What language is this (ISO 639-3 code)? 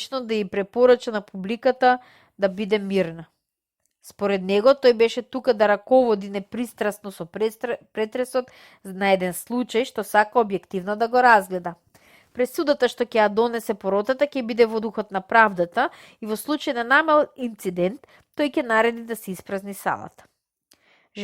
mkd